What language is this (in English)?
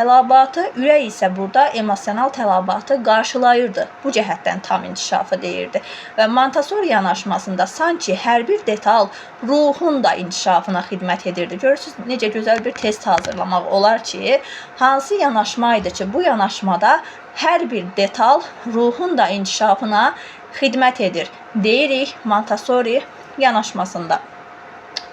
Azerbaijani